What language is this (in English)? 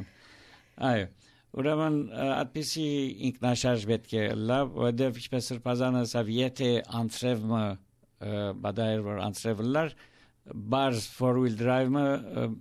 Armenian